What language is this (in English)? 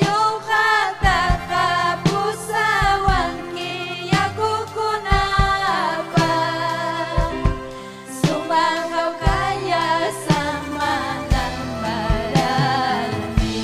Ayacucho Quechua